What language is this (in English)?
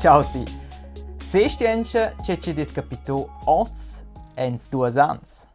Romansh